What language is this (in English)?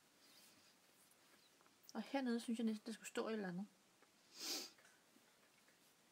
Danish